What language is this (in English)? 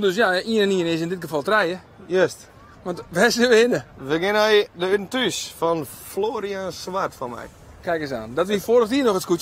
Western Frisian